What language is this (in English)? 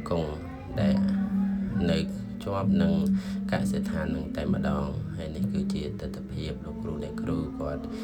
Khmer